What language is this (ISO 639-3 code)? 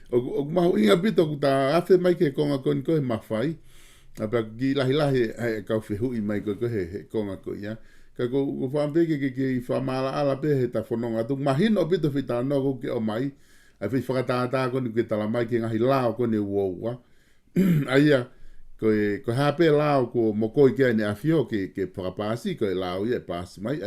ton